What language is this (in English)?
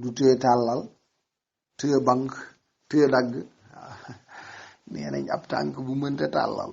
Wolof